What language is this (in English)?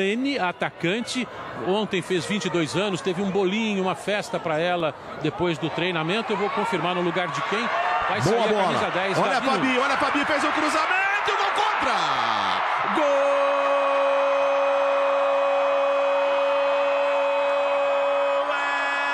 Portuguese